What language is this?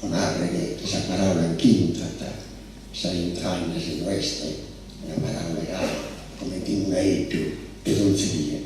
Sardinian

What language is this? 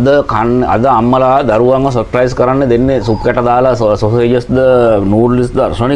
Sinhala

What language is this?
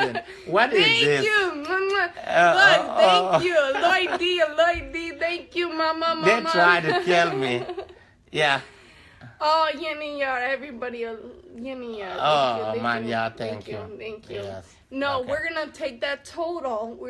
Dinka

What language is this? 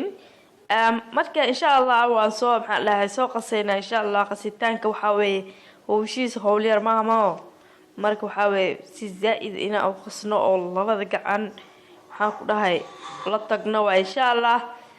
Somali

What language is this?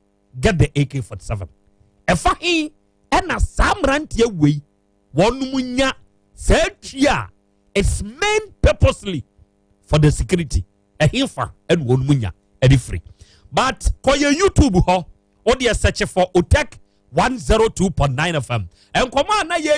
Akan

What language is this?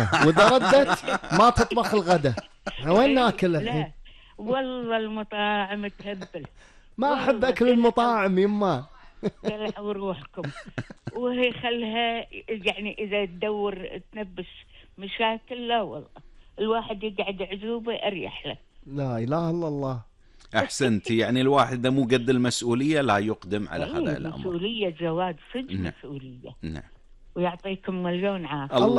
Gulf Arabic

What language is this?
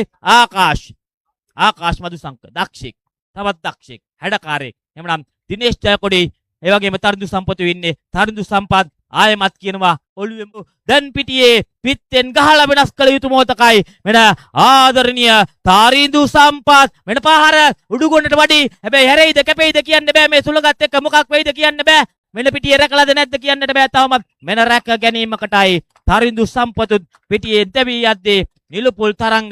Sinhala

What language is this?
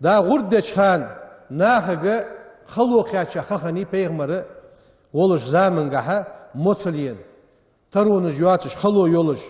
Ingush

